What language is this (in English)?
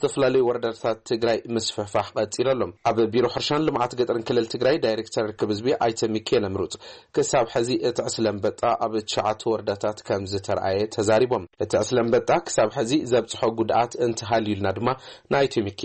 Tigrinya